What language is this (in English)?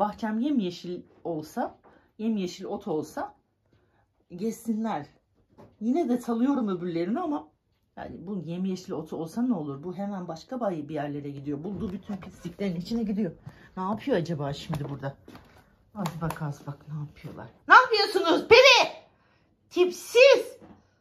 Turkish